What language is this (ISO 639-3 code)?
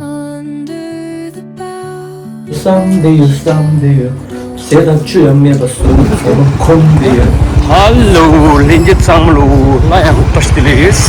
bod